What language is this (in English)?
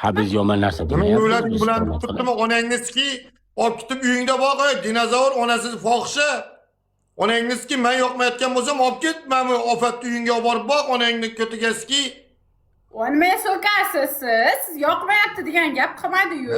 Uzbek